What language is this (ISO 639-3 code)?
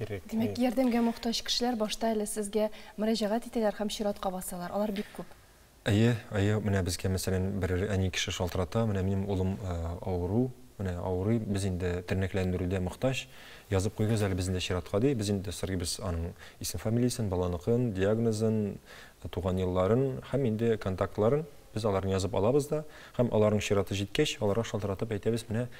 tat